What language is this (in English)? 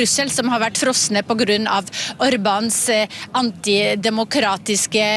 Norwegian